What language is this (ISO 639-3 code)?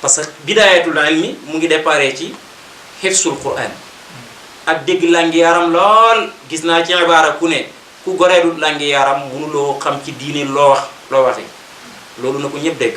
wol